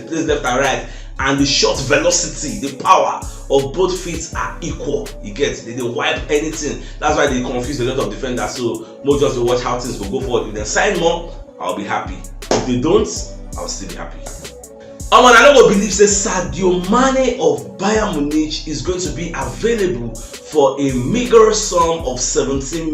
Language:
Nigerian Pidgin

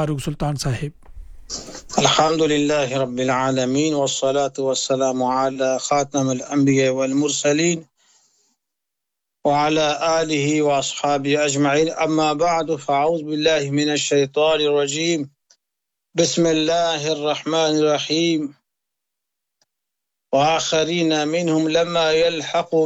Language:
Urdu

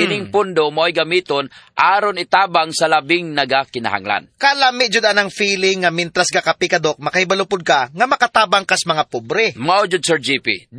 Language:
Cebuano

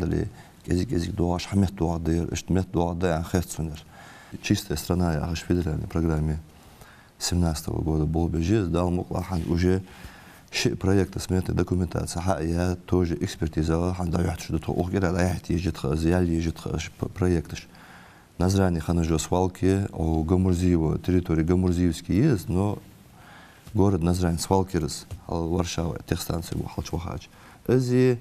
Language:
Ingush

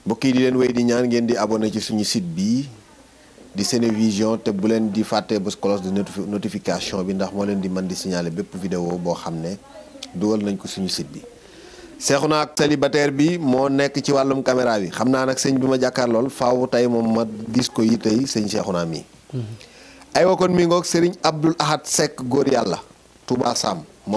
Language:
Wolof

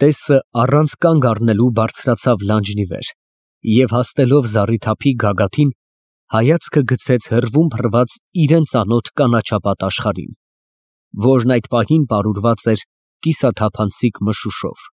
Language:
Armenian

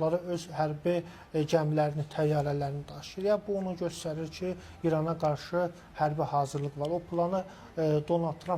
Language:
Azerbaijani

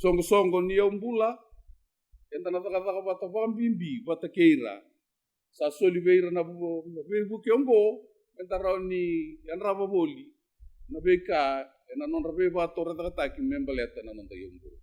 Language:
Fijian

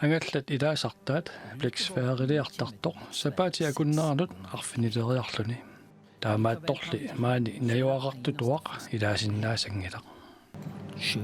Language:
Kalaallisut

